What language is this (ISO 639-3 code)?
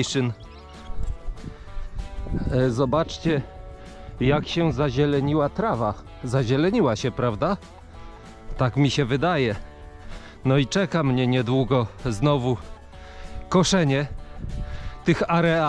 pol